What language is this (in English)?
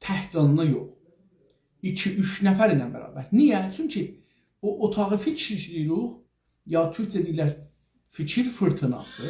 South Azerbaijani